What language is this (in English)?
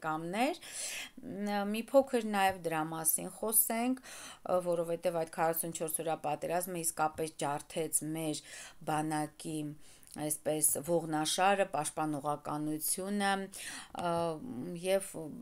Armenian